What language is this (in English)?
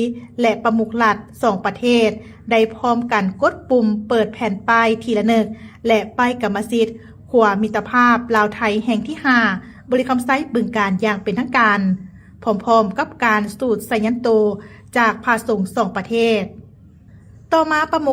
Lao